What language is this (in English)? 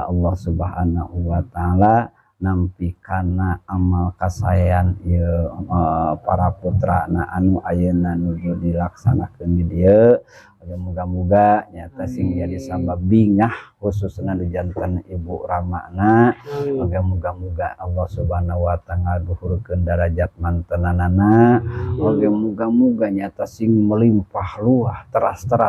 Sundanese